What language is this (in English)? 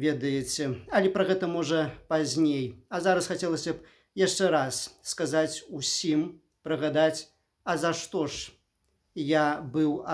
Belarusian